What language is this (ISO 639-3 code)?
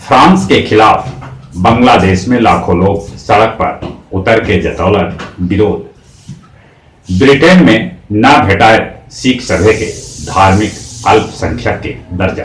mag